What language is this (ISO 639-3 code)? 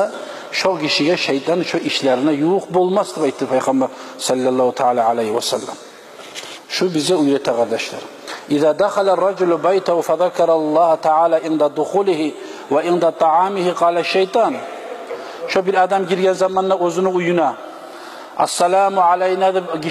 kum